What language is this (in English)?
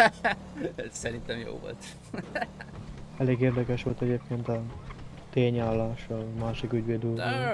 Hungarian